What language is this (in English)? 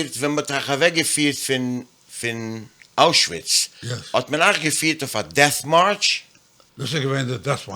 Yiddish